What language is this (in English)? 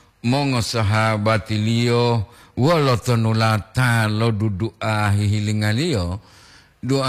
Gorontalo